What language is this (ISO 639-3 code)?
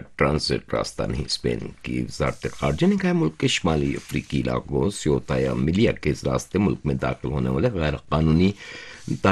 urd